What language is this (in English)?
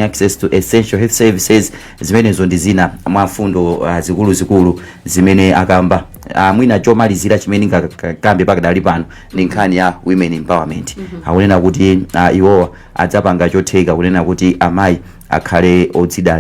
Nyanja